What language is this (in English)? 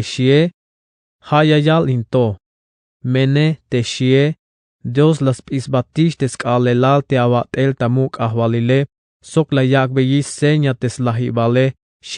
Tzeltal